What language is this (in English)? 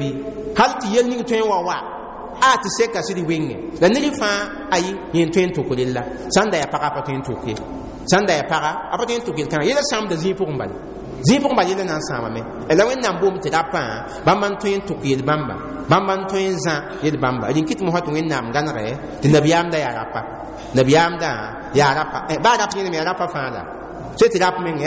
Mossi